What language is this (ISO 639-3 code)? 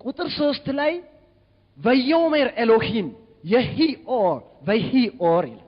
amh